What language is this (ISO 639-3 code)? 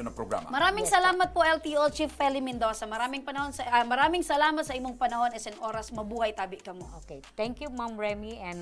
bik